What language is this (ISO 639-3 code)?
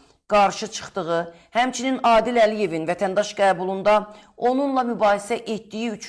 aze